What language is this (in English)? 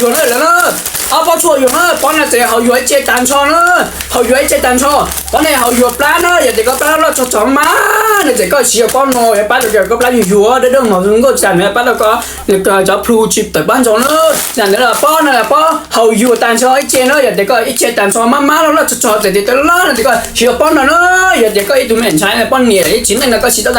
Hmong